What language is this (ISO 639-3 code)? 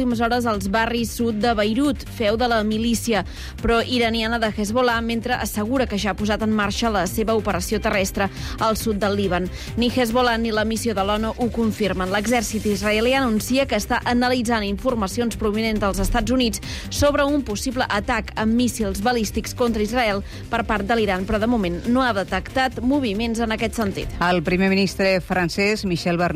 cat